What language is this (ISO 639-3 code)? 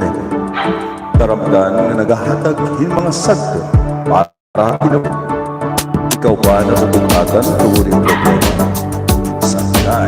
war